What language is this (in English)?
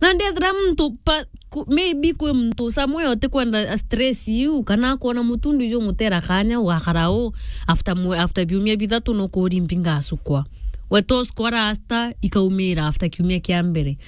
Meru